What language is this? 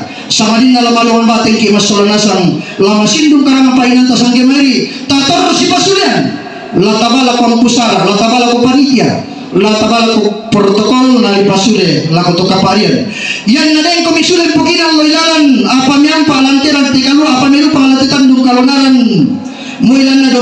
Toraja-Sa'dan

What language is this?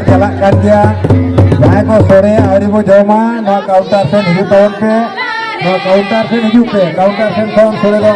Santali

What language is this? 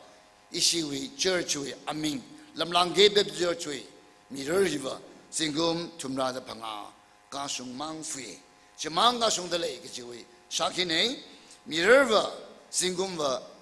Tangkhul Naga (India)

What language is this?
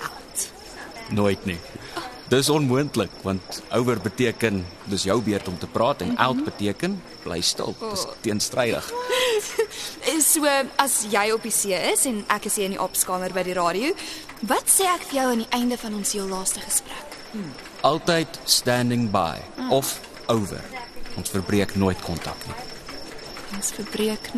Afrikaans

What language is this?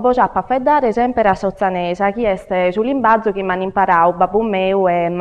Sardinian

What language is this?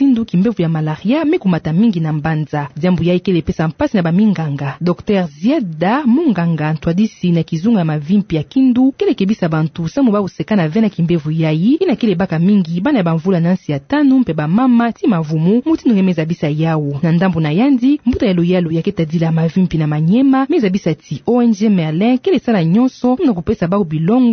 Kituba (Democratic Republic of Congo)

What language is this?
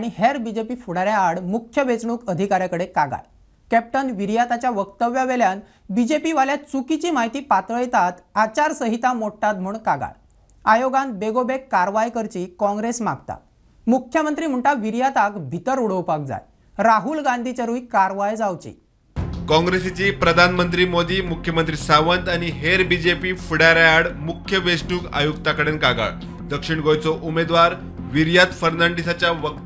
Konkani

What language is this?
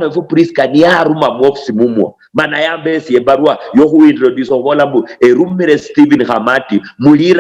Luyia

